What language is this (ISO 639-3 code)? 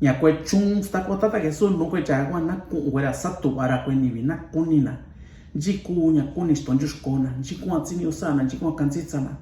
mix